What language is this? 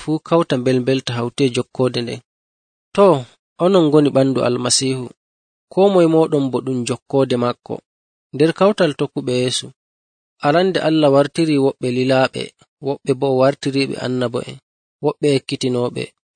Nigerian Fulfulde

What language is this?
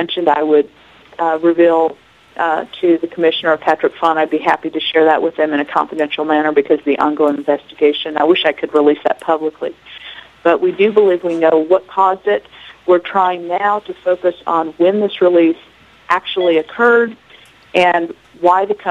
English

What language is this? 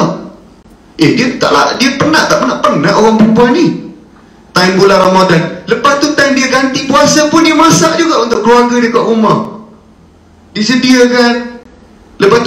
Malay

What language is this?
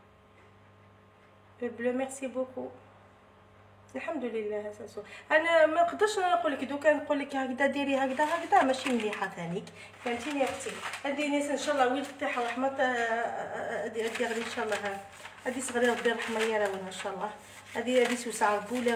Algerian Arabic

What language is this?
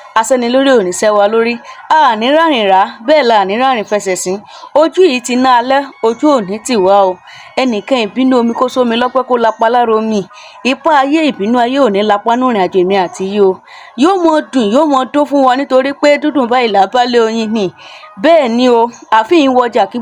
Yoruba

